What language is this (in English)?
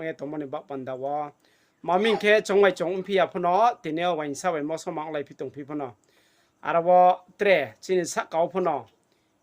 Riang (India)